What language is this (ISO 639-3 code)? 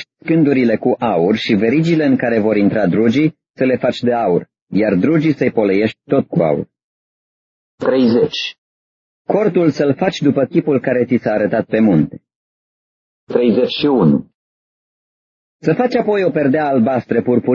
ron